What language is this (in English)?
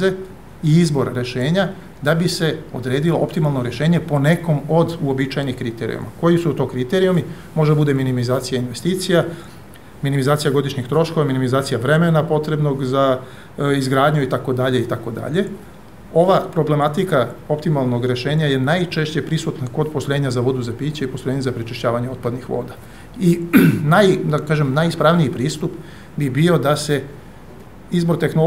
Serbian